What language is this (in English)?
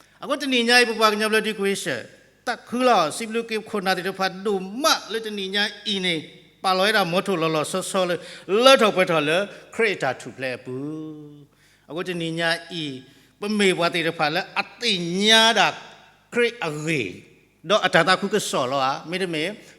S'gaw Karen